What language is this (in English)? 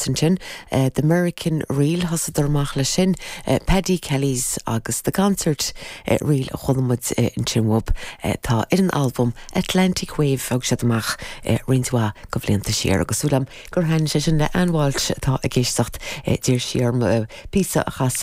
Irish